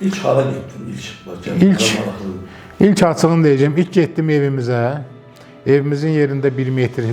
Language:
Azerbaijani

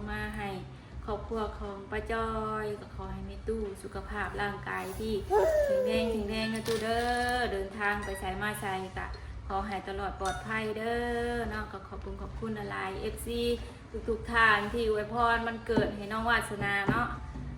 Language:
Northeastern Thai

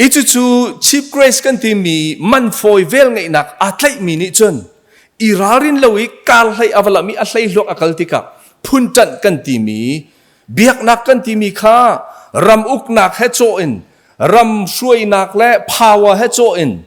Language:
Hakha Chin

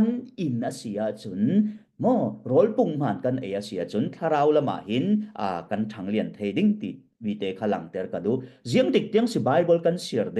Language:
Falam Chin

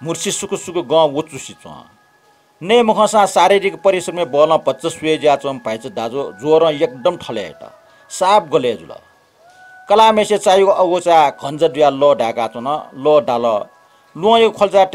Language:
Newari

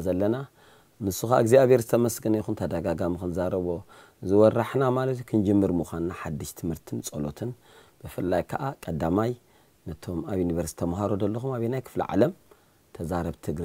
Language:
Tigrinya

